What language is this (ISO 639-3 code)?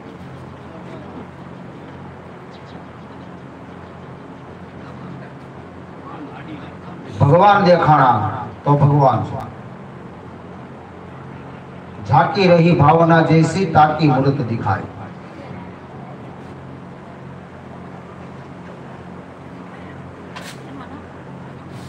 guj